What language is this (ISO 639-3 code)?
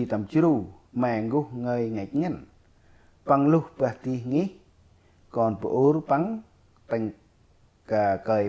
cmo